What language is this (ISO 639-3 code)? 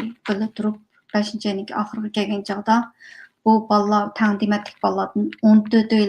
uig